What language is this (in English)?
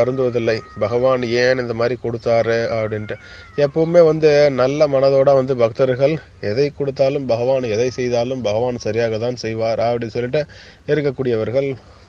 Tamil